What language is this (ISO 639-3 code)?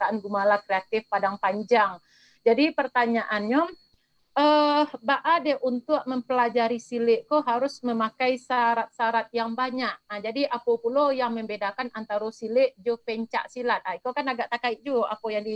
min